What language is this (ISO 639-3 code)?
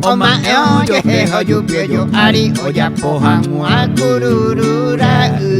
grn